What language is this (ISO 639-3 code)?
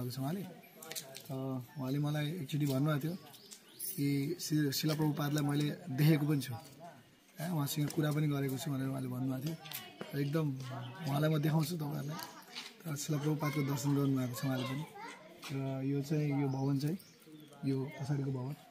nep